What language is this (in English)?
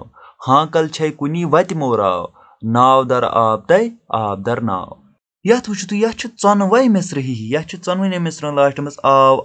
Kashmiri